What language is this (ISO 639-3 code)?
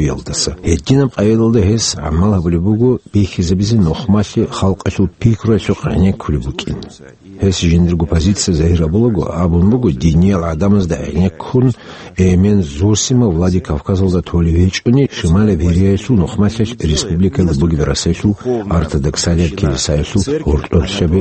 ava